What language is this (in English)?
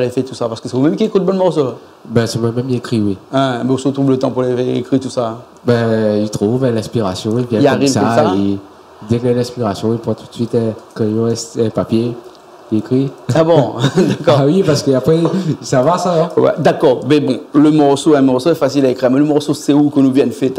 Réunion Creole French